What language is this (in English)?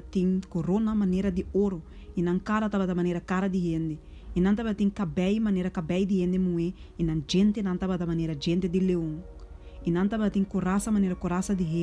Papiamento